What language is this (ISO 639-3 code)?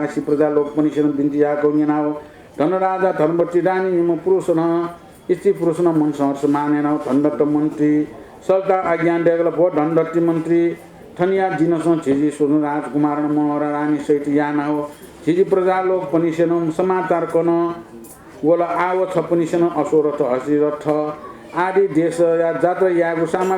new